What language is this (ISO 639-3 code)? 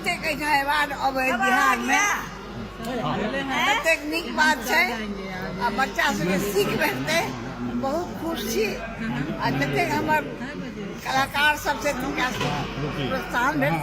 mai